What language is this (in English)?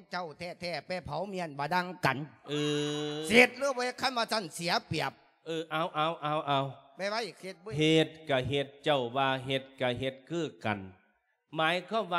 Lao